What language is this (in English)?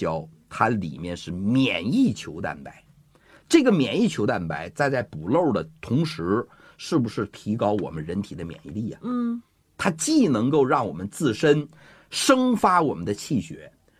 Chinese